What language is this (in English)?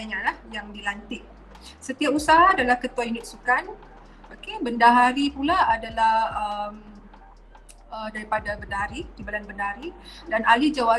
Malay